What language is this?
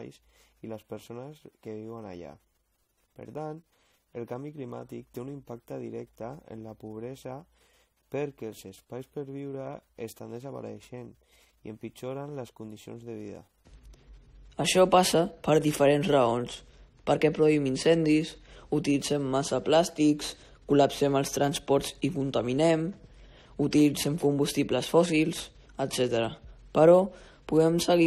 Catalan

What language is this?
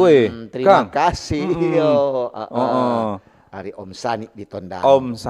Manado Malay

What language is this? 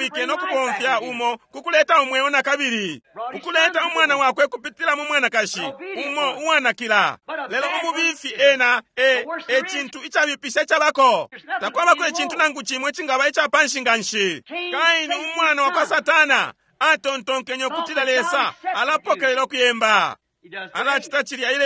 Bemba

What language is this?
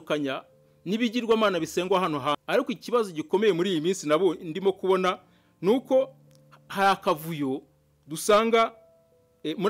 Kinyarwanda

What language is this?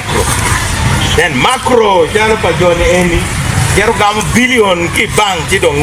Acoli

